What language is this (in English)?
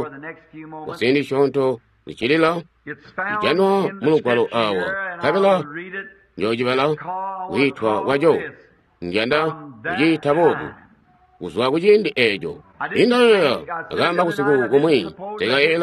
Tonga (Zambia)